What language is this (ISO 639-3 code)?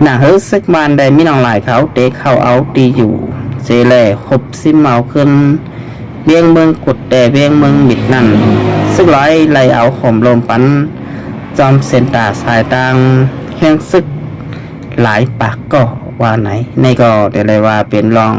shn